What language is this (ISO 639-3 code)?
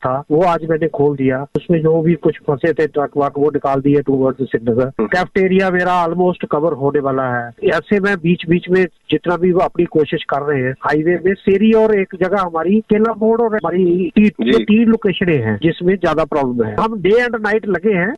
gju